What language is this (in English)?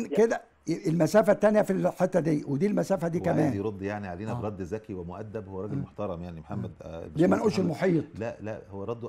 Egyptian Arabic